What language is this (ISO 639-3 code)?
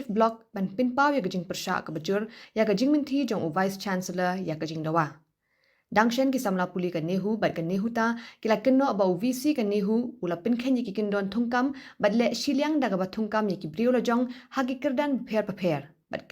kha